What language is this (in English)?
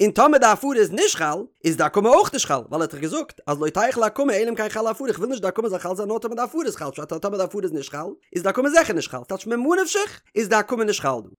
Yiddish